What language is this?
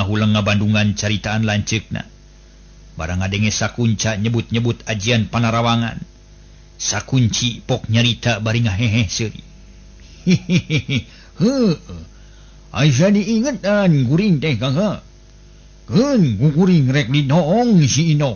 Sundanese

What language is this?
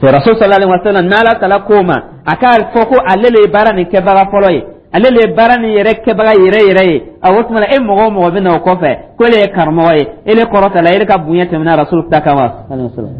Dyula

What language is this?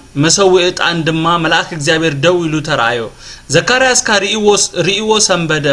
Tigrinya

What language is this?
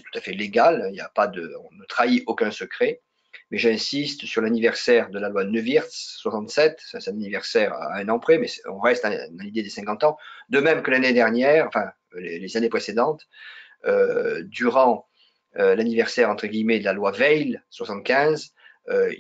French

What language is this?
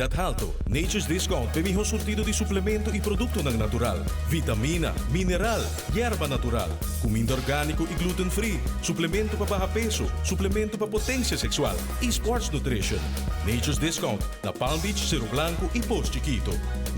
Papiamento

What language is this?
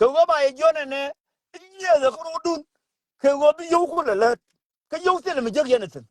Nuer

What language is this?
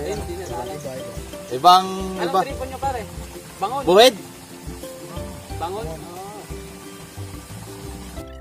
Filipino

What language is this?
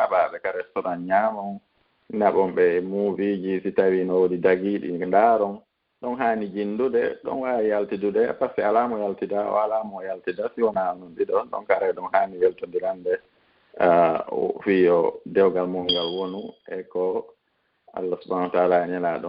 Fula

